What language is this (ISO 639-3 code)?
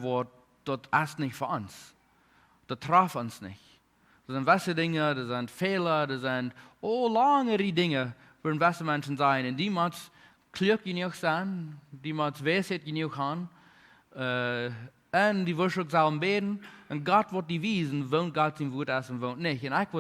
pdt